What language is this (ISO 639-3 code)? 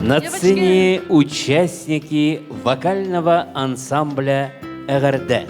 sah